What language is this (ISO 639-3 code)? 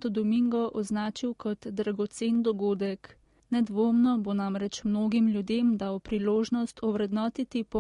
slv